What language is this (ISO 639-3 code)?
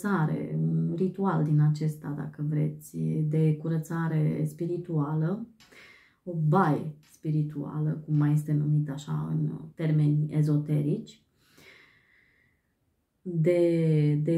ron